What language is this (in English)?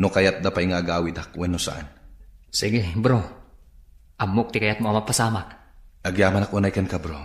Iloko